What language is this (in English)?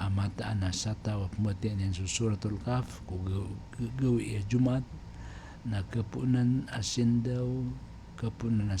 Maranao